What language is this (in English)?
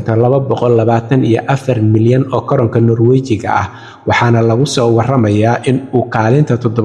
Somali